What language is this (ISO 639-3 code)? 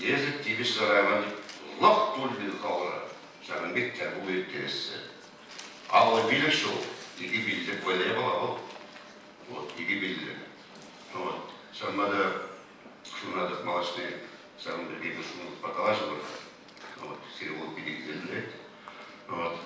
chv